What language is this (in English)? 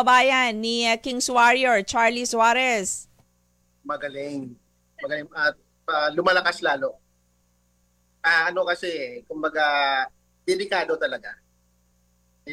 Filipino